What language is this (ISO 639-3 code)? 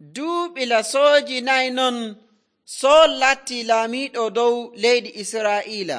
fuv